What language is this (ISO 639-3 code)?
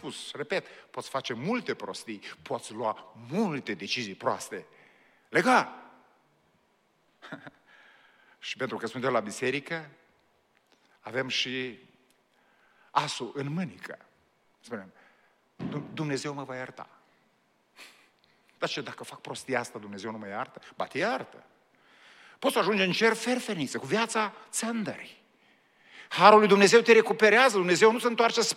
ron